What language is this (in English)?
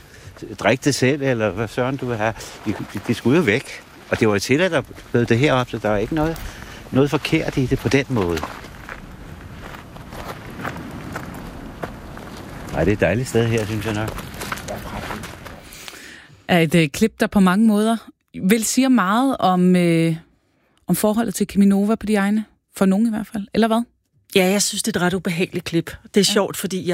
Danish